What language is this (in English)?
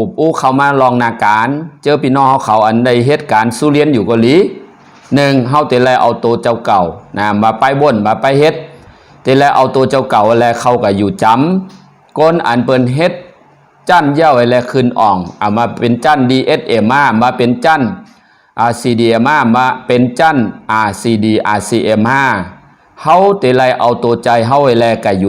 Shan